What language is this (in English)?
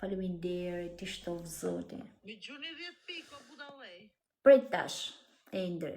Albanian